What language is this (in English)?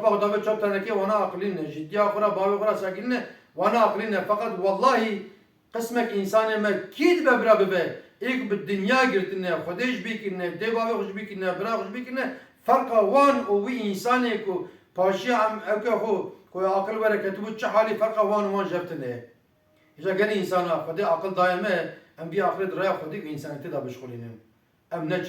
Kurdish